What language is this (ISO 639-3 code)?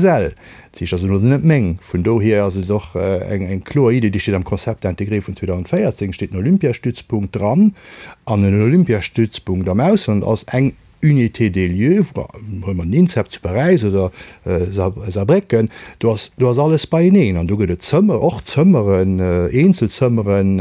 ltz